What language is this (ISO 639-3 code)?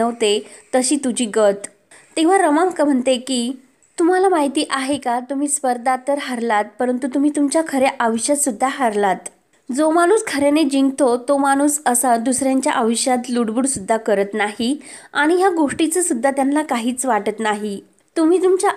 mar